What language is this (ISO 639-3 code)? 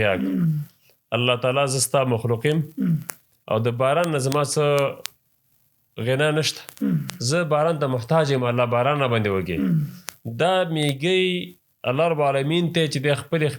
pus